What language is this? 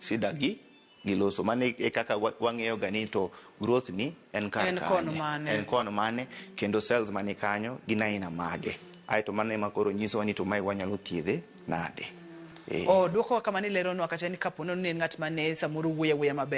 Luo (Kenya and Tanzania)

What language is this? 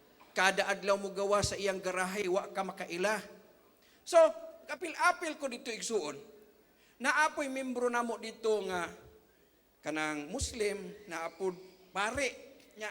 Cebuano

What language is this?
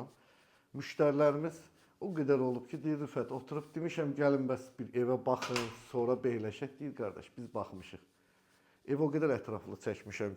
Azerbaijani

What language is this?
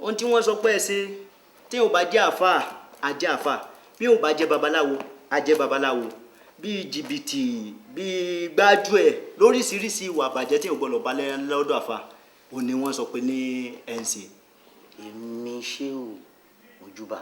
Yoruba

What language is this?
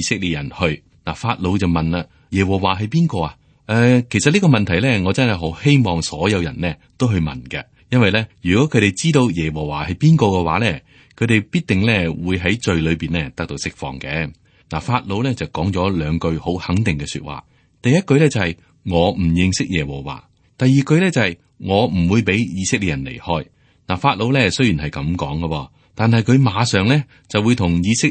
Cantonese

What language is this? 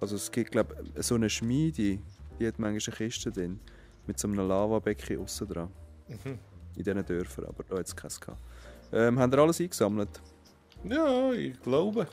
Swiss German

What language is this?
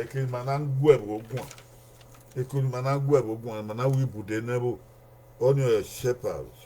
Bini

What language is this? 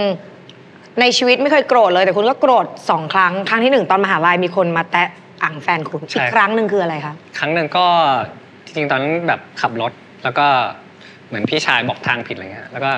Thai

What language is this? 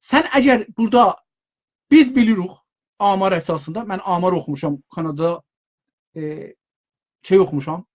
South Azerbaijani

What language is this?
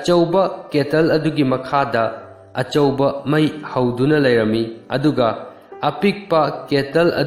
Manipuri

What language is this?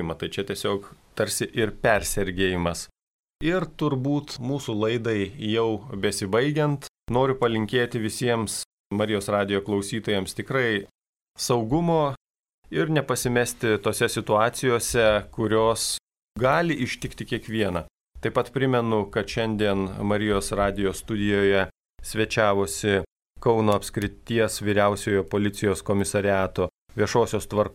Lithuanian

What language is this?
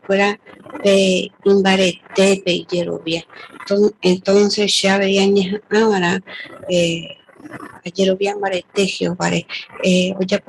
Guarani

